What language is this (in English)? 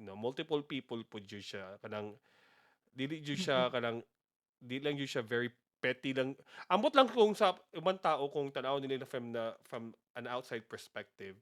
Cebuano